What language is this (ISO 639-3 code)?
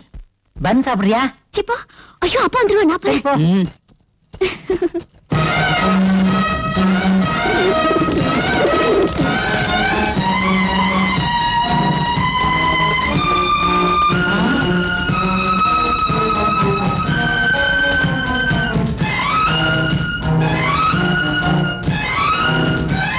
tam